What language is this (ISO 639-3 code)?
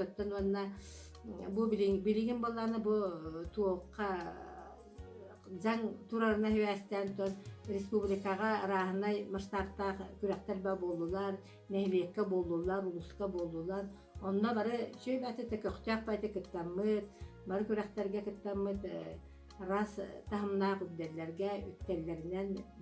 sah